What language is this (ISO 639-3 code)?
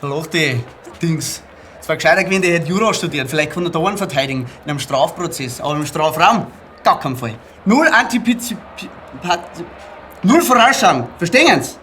bar